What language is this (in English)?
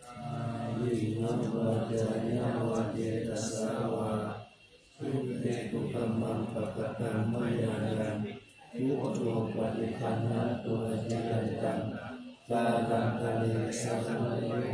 Pali